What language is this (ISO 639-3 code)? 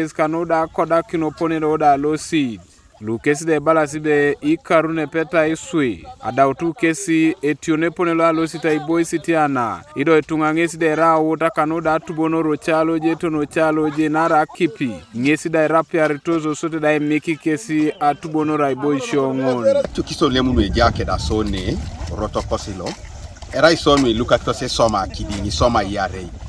teo